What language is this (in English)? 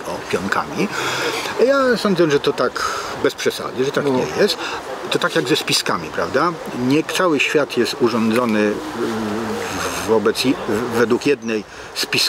Polish